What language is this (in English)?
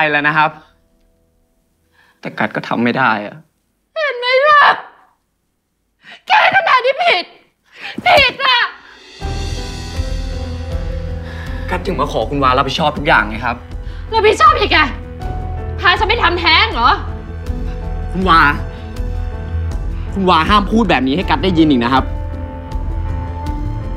Thai